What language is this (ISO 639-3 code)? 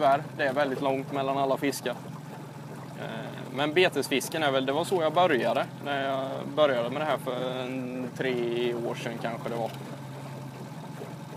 swe